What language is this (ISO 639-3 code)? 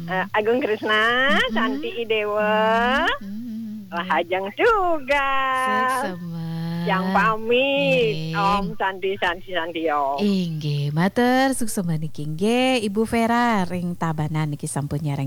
ban